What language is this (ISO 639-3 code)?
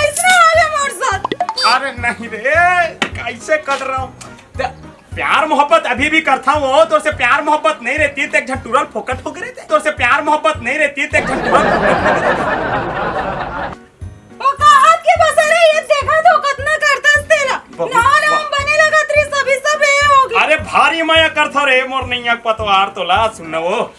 hne